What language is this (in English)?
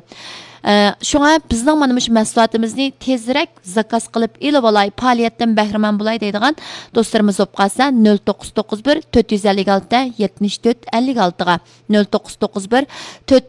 Uyghur